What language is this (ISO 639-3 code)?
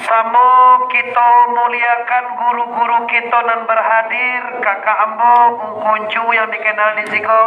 min